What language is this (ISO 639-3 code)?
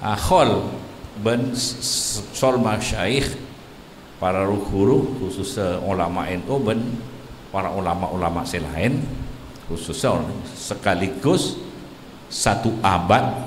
mad